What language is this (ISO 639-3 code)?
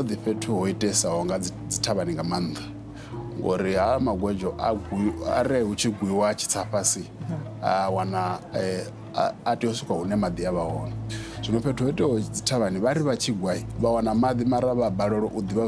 ven